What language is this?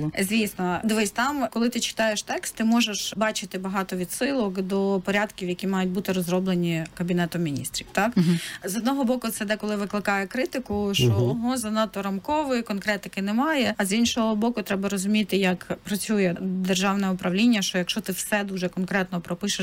Ukrainian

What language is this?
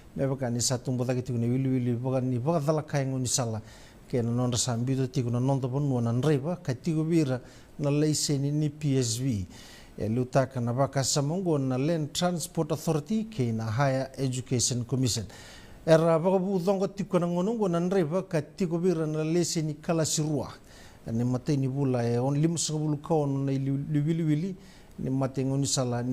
Fijian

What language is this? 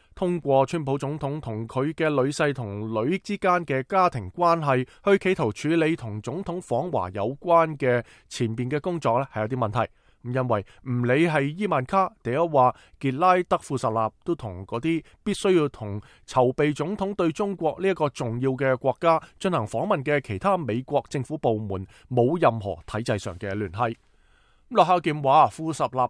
Cantonese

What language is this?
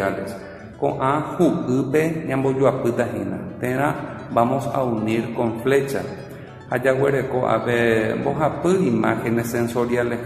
Guarani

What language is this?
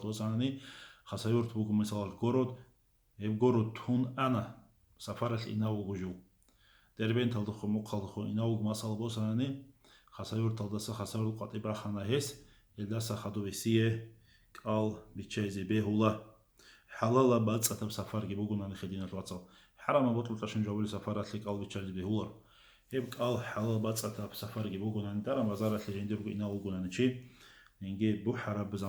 Avaric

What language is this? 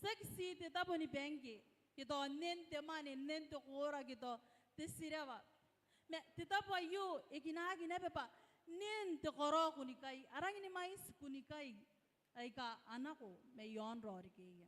Gilbertese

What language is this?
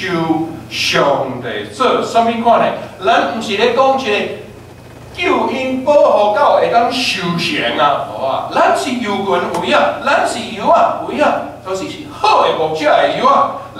Min Nan Chinese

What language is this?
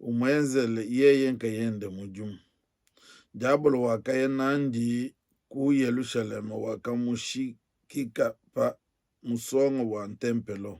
Luba-Lulua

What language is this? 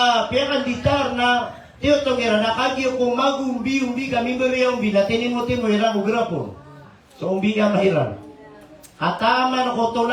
Maranao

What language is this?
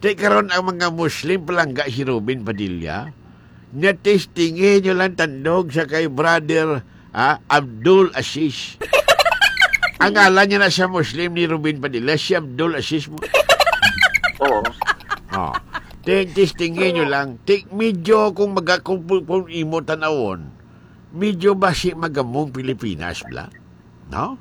Hiligaynon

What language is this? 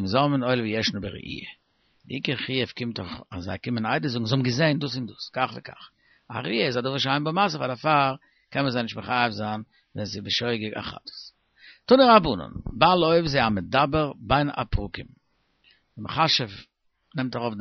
Yiddish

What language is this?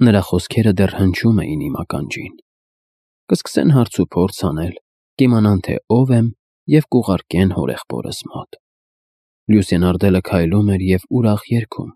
Armenian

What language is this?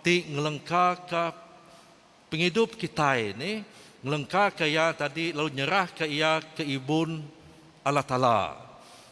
Iban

